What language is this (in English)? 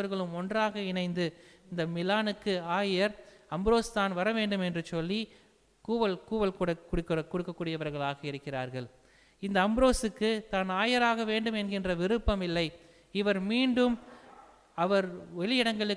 Tamil